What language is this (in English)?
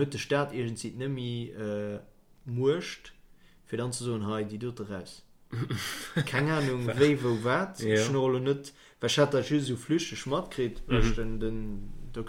Luxembourgish